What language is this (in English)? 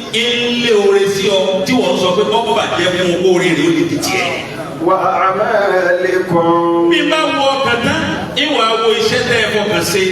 Yoruba